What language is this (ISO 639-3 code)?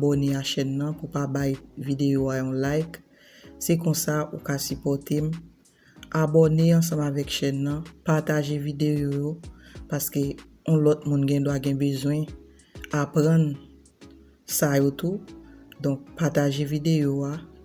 hat